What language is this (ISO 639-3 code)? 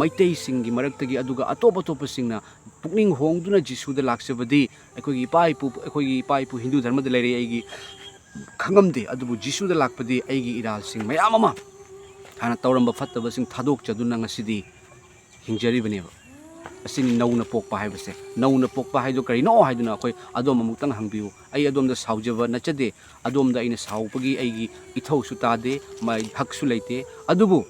mni